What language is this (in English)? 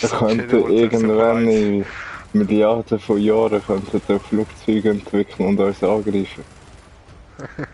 Swiss German